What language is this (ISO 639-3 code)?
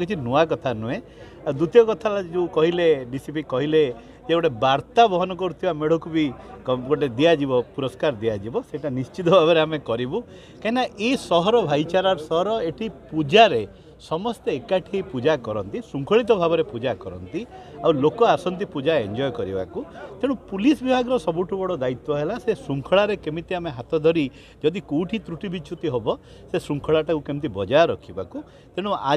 ori